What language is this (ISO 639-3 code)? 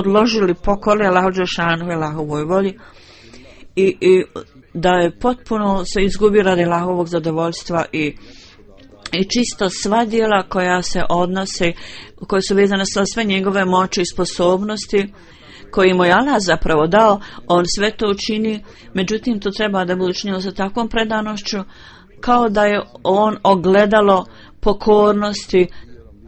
bos